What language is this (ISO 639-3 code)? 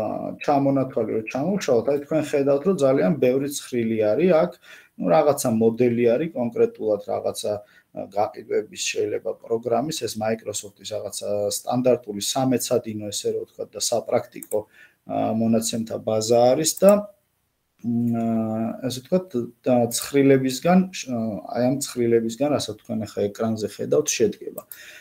kat